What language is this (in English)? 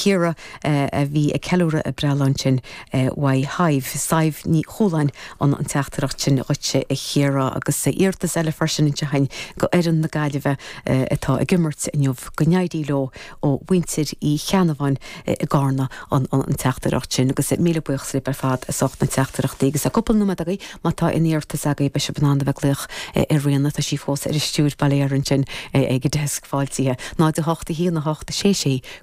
Irish